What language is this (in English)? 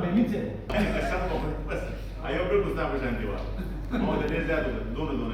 Pashto